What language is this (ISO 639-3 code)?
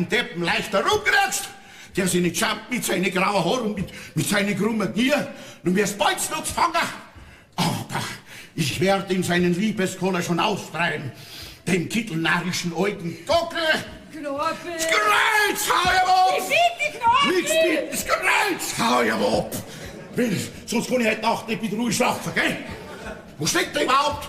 bar